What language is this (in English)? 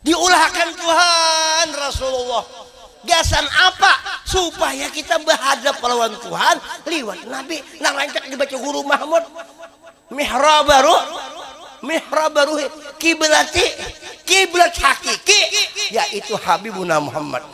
Banjar